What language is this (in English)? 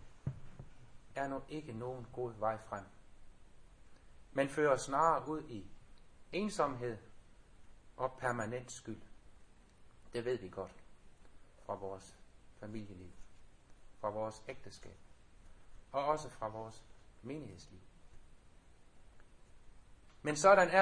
Danish